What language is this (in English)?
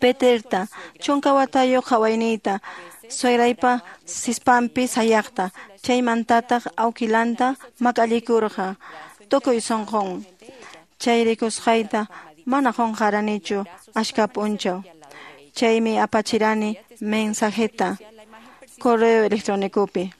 Quechua